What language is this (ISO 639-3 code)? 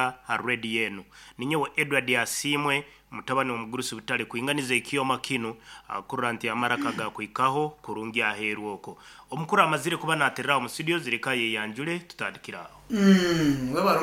nyn